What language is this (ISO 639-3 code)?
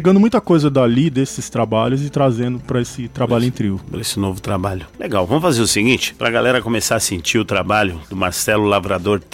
por